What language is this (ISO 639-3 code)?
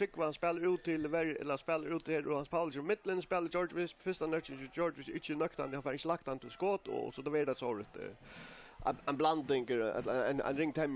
fao